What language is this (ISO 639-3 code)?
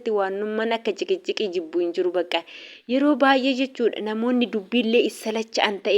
orm